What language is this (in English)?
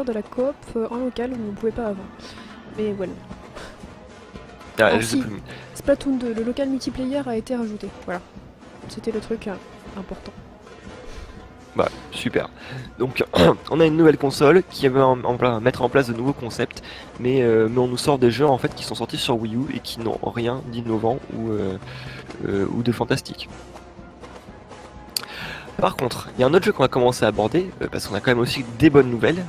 French